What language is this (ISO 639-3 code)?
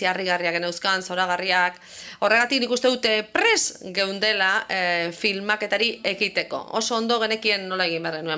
eus